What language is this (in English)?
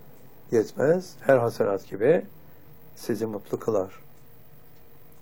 Turkish